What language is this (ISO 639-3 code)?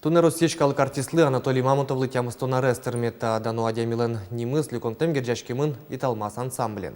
udm